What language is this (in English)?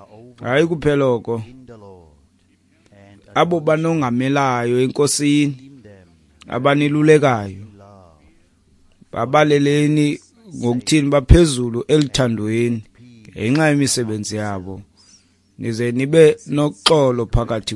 Xhosa